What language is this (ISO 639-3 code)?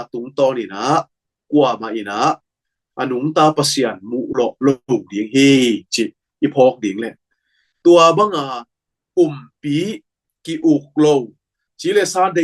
ctd